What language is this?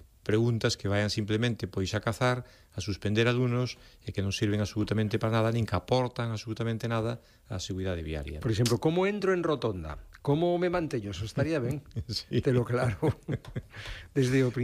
Galician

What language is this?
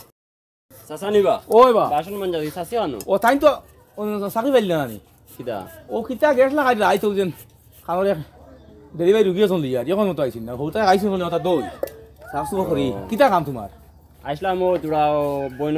Sylheti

